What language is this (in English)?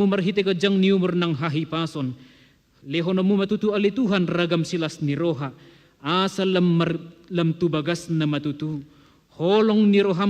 Batak Toba